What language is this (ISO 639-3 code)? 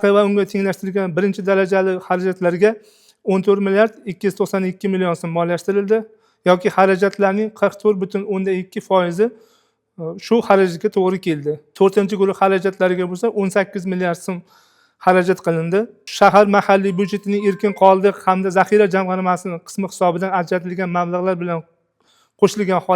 uzb